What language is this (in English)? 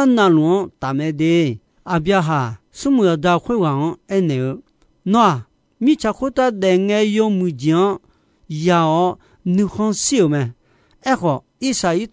Akha